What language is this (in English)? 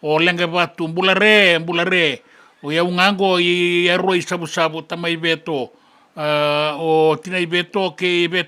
Fijian